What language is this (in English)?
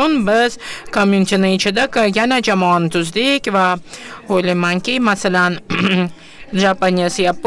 Uzbek